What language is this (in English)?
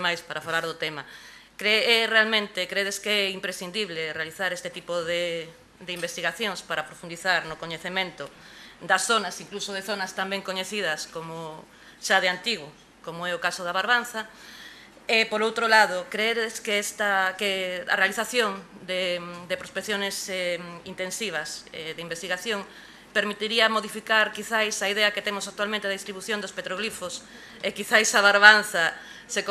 Galician